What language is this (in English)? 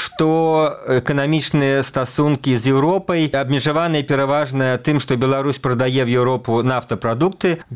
Belarusian